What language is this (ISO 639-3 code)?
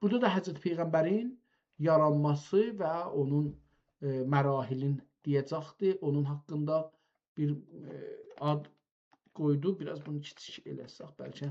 azb